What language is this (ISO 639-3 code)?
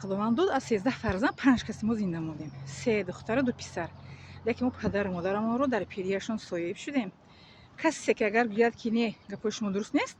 tgk